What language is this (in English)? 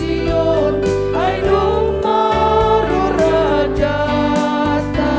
Batak Simalungun